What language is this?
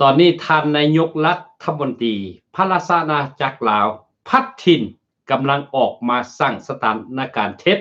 Lao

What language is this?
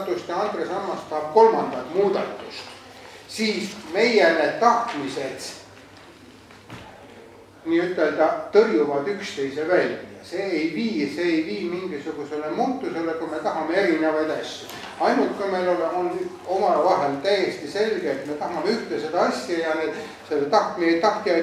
Estonian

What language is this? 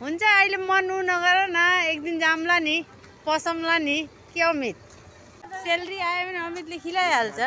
Nepali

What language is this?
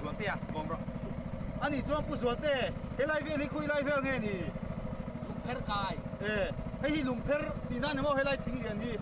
Mizo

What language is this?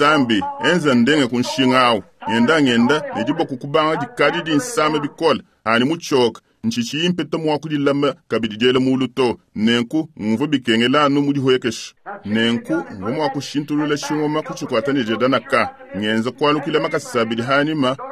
Luba-Lulua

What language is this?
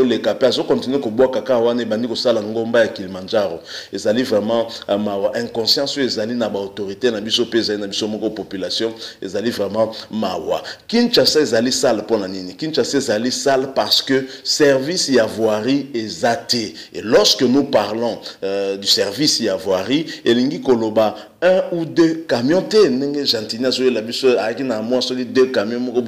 Lingala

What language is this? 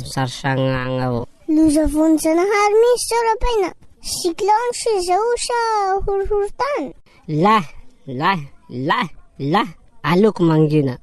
Malagasy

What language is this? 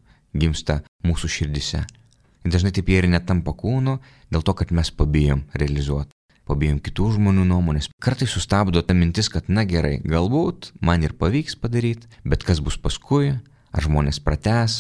Lithuanian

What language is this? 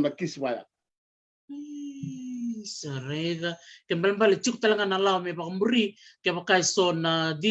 Fijian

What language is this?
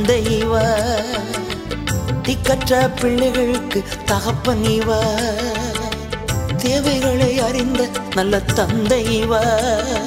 Tamil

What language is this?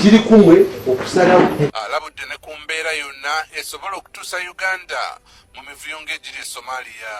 Ganda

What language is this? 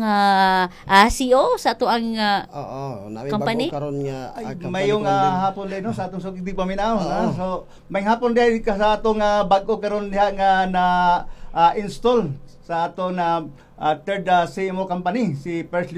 Cebuano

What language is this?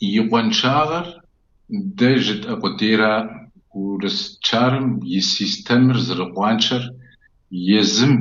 Kabardian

